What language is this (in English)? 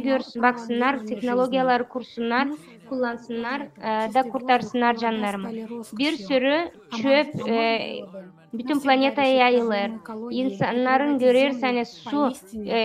Gagauz